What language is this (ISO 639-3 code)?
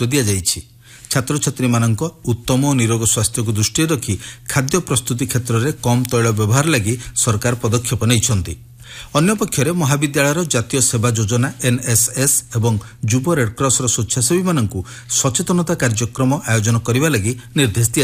ori